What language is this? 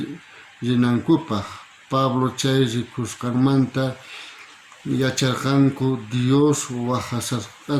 South Bolivian Quechua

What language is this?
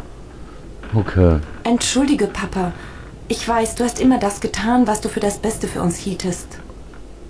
German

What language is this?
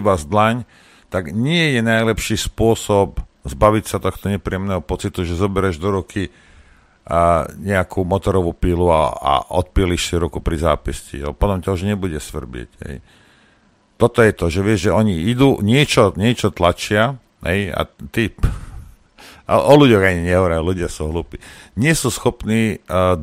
Slovak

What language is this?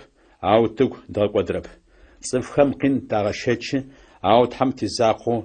Adyghe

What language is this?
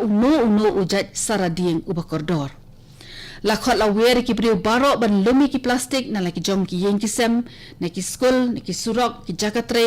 Khasi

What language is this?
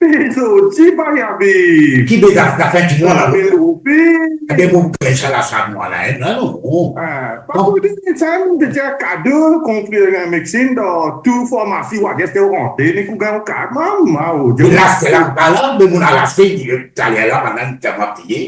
Morisyen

